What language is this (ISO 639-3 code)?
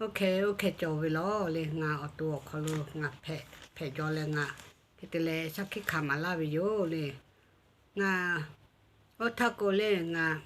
lhu